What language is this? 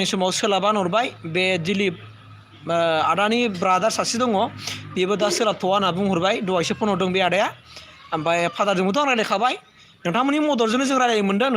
Bodo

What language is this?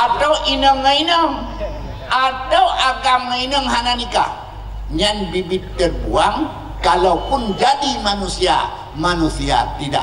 Achinese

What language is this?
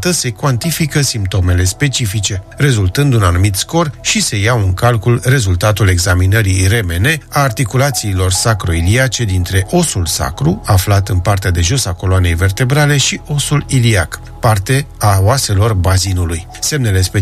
Romanian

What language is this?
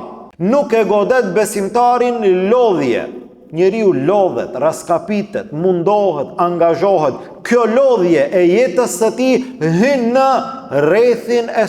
Albanian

